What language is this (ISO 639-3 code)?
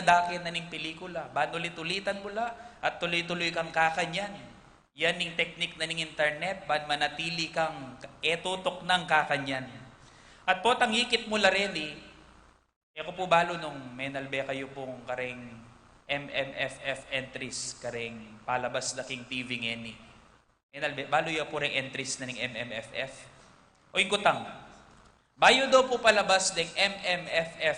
pam